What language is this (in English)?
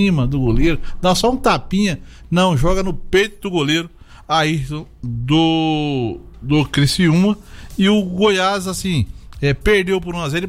Portuguese